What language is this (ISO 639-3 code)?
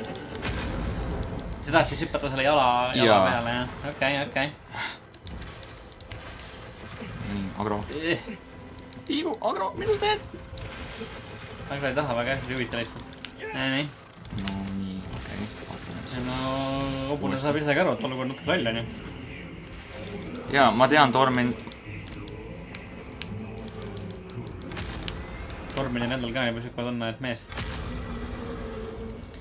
est